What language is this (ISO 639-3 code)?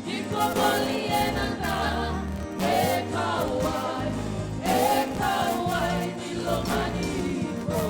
fij